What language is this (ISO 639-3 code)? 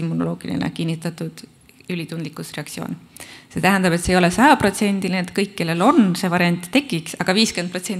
est